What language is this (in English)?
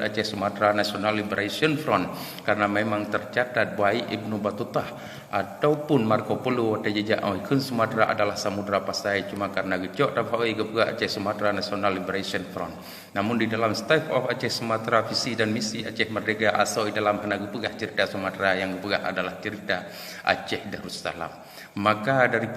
Achinese